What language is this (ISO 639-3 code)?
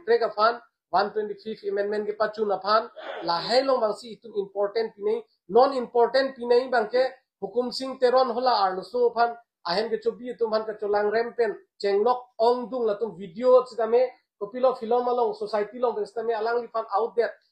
mjw